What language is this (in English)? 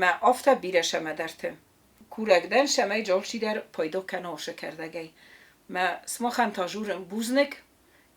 Ossetic